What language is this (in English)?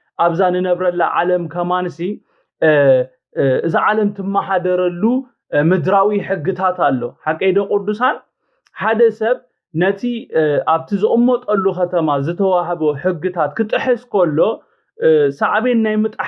Tigrinya